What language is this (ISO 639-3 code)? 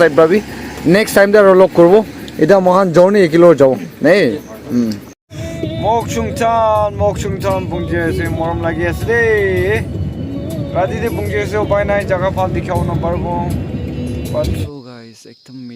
nag